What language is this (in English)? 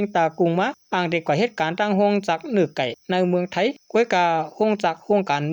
Shan